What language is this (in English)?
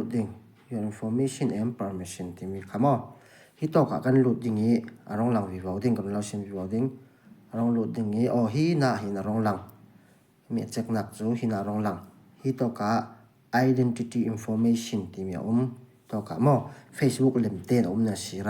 Falam Chin